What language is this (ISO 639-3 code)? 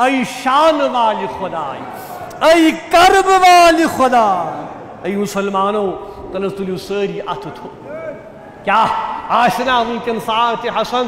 kas